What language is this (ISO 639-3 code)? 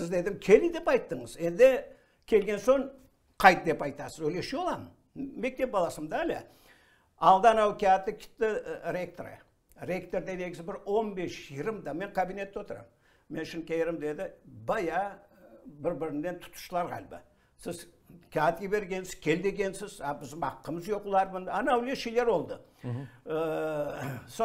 crh